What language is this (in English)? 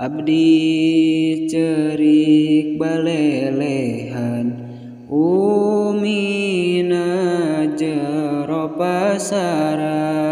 Sundanese